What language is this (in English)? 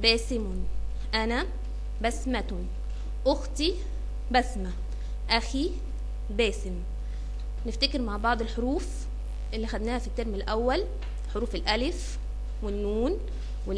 Egyptian Arabic